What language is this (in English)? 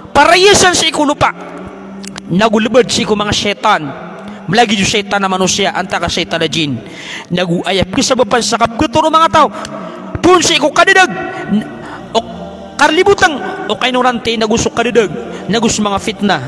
Maranao